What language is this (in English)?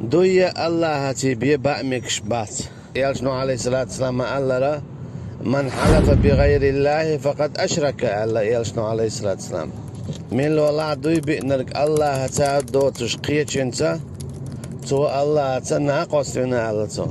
Chechen